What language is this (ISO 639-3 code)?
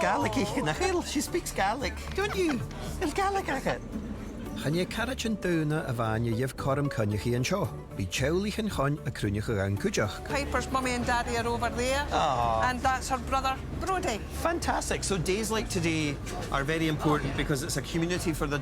gla